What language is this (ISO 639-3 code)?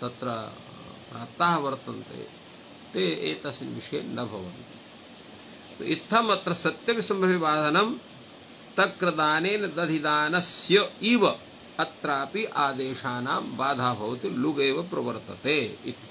san